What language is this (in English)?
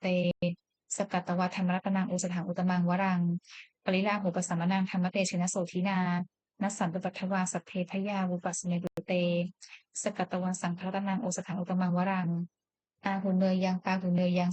Pali